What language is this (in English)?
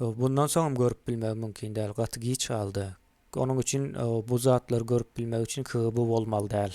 Turkmen